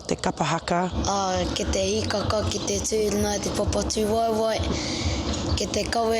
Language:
Māori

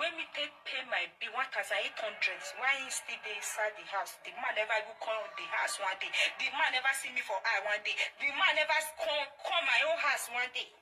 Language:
Nigerian Pidgin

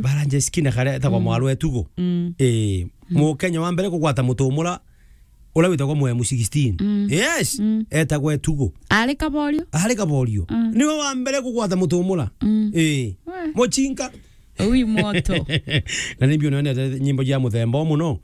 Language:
Meru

